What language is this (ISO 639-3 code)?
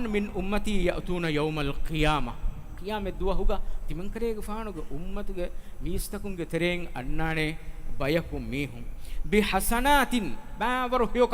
div